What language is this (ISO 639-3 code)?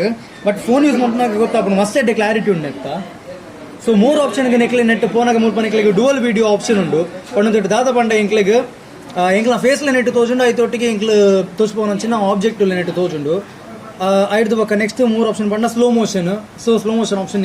tcy